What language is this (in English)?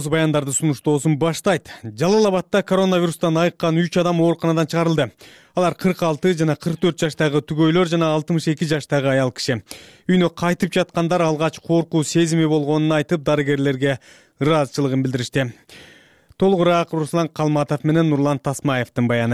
Kyrgyz